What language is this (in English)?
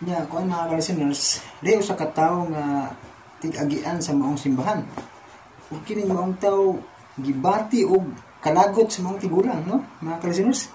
Cebuano